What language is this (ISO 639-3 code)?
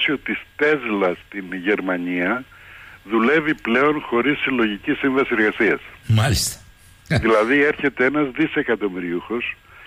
ell